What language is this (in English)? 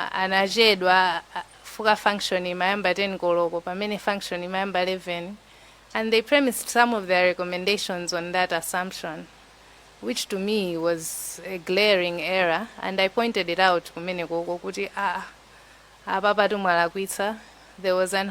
Nyanja